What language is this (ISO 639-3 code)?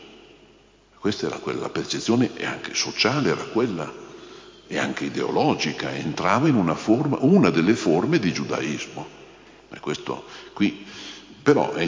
ita